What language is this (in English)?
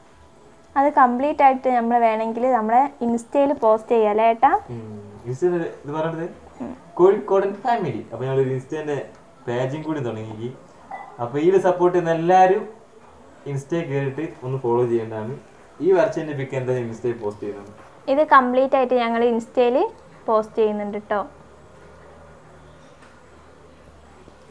Malayalam